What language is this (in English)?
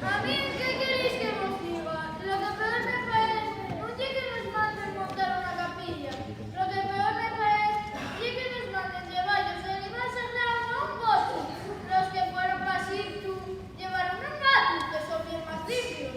Asturian